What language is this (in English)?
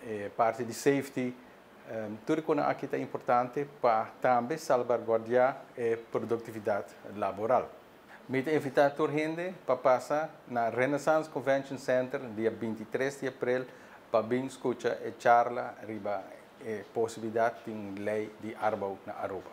Papiamento